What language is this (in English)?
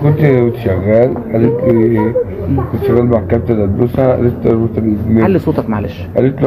Egyptian Arabic